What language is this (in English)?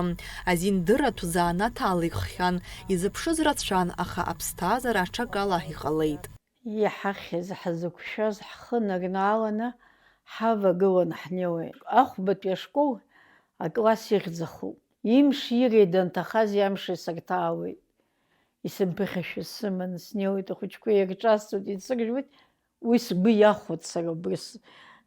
Abkhazian